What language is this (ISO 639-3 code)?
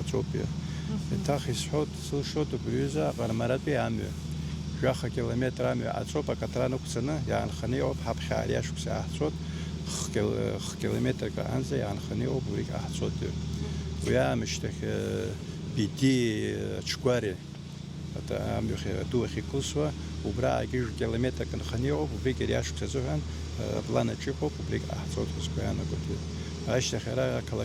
abk